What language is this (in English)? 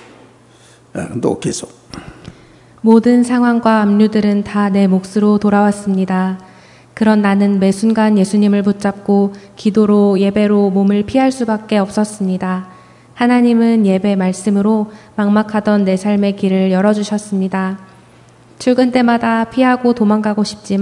Korean